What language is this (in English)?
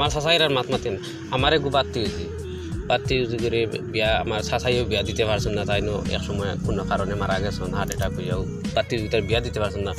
Sylheti